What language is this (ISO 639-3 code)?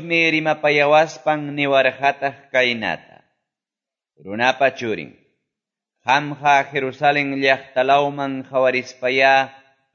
que